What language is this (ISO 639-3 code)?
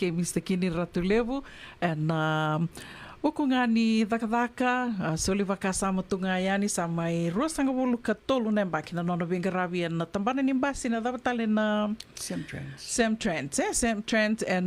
fij